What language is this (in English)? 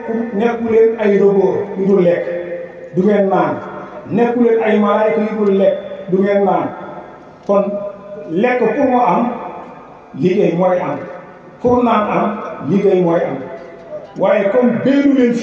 Wolof